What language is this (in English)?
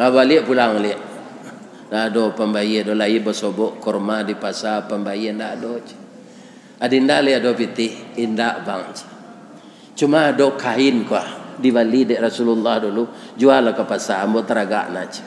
Minangkabau